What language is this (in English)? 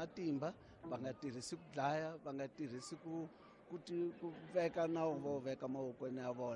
Tsonga